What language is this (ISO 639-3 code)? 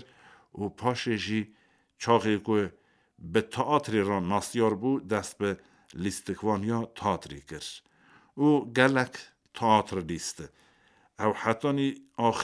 kur